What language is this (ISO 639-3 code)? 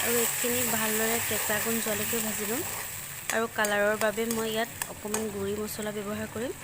asm